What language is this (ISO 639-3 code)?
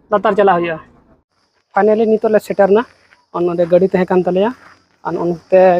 sat